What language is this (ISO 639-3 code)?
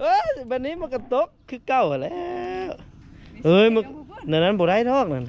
lao